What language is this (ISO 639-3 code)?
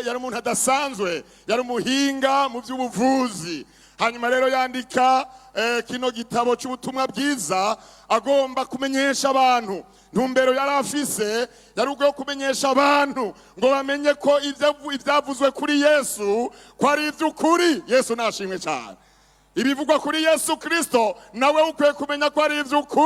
run